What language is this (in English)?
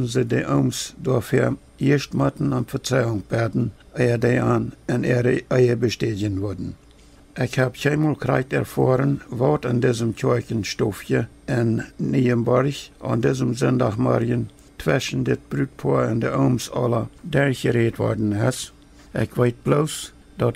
Plautdietsch